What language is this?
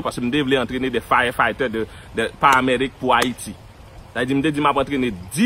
Haitian Creole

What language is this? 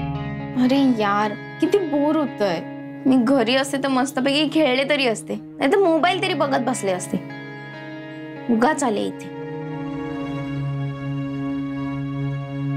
Marathi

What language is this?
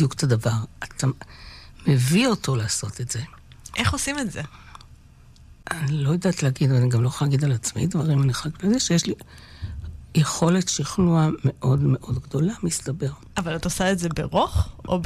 Hebrew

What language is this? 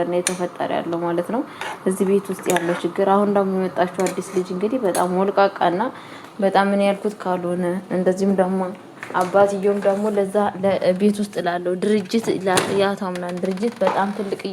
Amharic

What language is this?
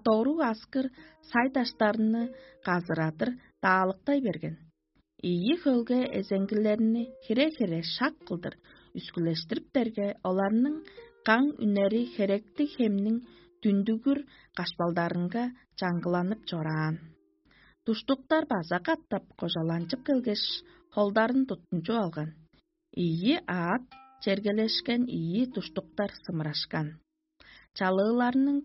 Tuvinian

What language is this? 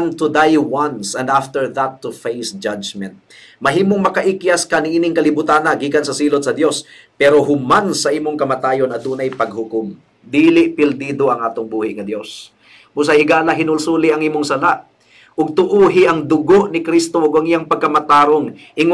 Cebuano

